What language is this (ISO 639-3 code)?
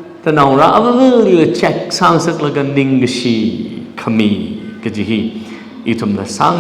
nmf